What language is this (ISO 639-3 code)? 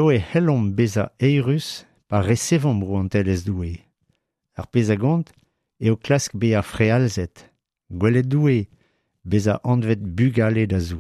bre